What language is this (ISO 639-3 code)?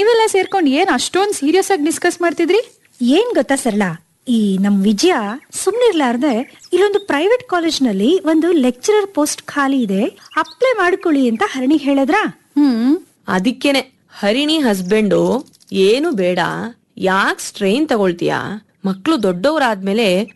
kan